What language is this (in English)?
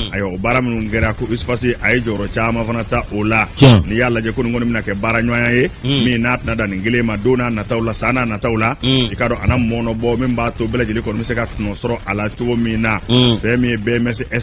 Bambara